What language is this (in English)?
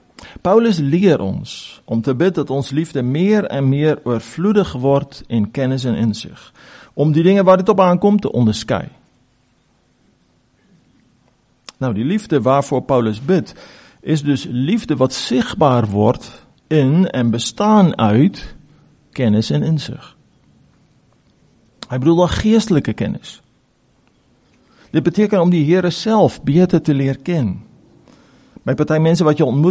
Afrikaans